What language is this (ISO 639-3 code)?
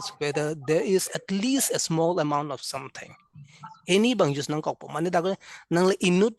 mjw